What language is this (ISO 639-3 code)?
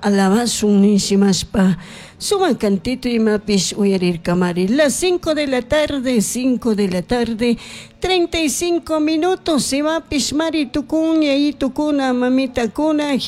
qug